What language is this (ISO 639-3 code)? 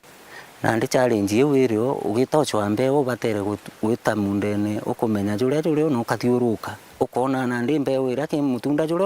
mer